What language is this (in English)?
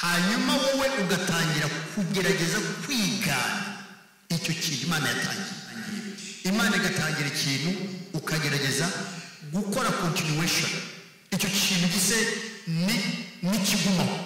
Kinyarwanda